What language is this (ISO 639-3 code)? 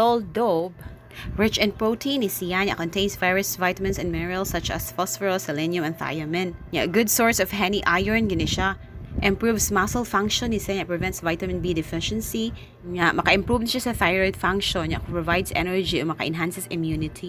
ceb